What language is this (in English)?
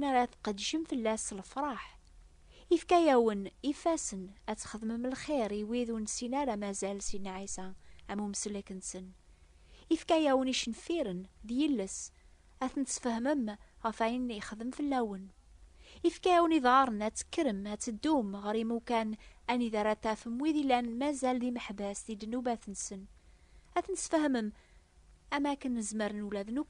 Kabyle